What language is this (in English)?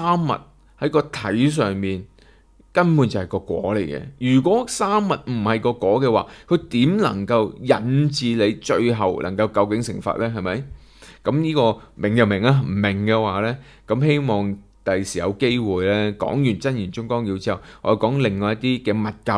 Cantonese